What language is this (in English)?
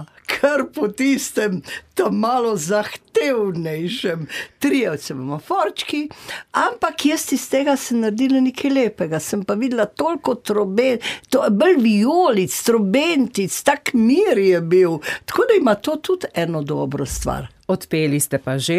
Slovenian